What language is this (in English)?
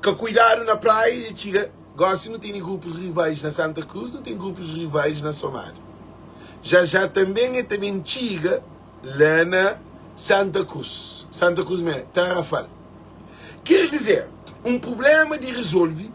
Kabuverdianu